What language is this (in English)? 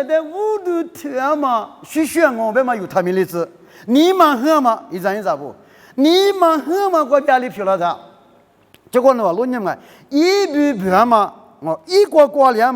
Lisu